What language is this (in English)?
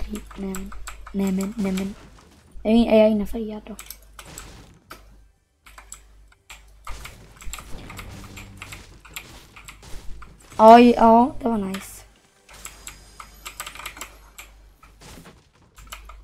Swedish